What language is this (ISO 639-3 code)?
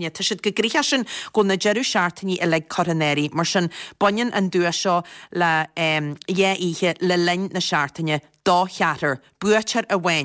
gle